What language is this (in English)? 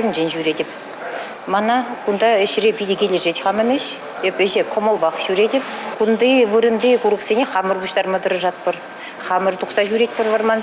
Chuvash